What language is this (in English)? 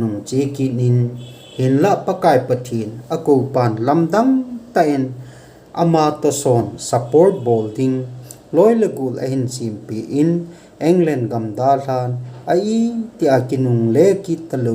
Thado Chin